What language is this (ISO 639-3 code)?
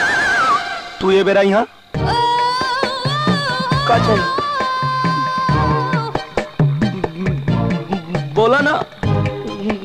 bho